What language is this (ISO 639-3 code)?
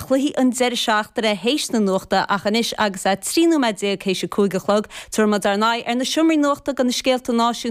gle